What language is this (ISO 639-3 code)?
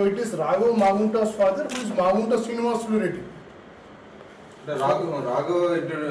tel